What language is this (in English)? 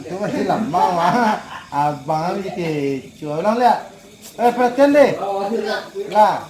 Minangkabau